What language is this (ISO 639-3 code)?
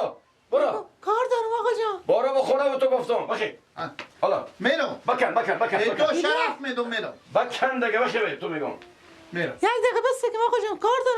fas